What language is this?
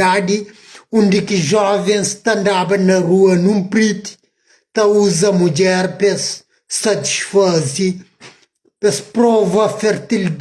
Kabuverdianu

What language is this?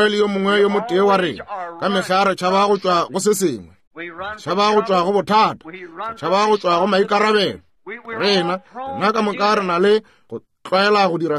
Northern Sotho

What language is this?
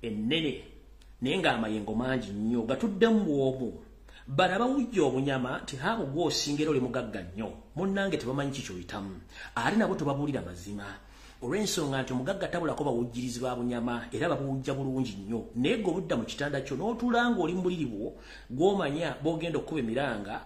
Ganda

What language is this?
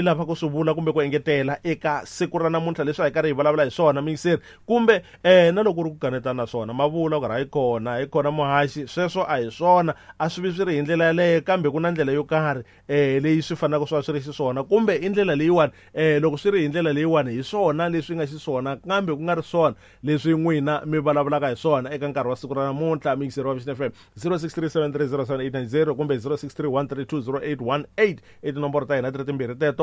Tsonga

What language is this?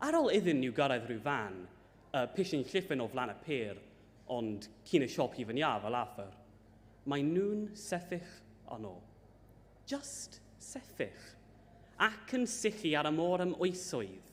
Welsh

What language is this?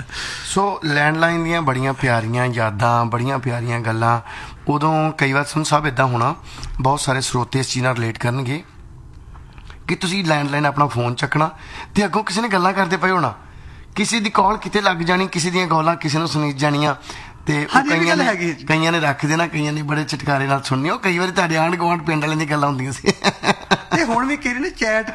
Punjabi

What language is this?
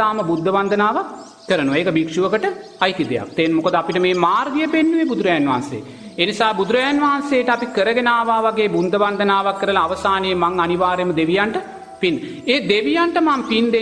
Sinhala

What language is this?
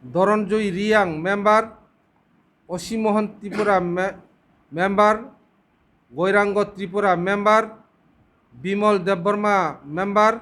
Kok Borok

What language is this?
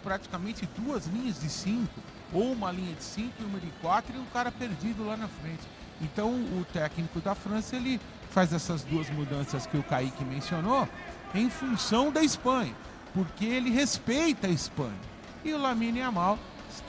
Portuguese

